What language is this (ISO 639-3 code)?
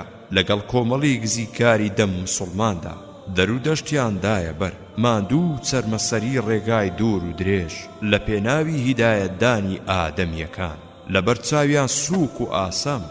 ckb